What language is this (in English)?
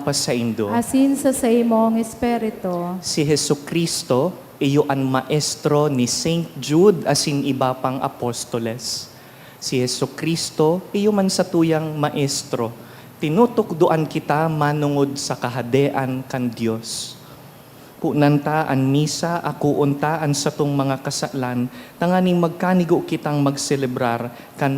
Bikol